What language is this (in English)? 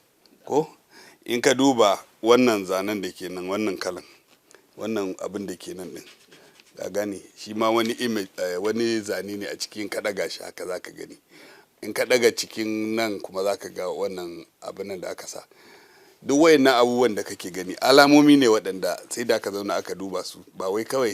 Hausa